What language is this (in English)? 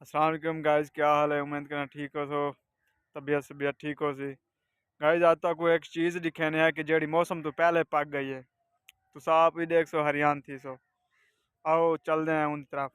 Saraiki